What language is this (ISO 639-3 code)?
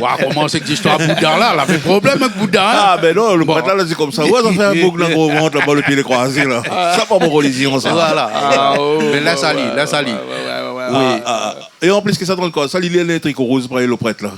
rcf